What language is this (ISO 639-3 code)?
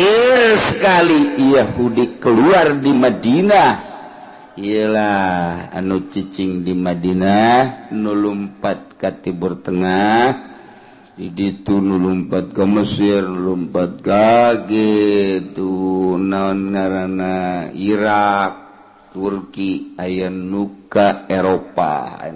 sun